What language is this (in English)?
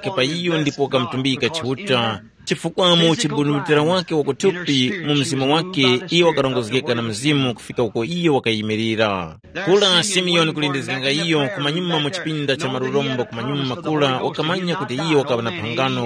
Tumbuka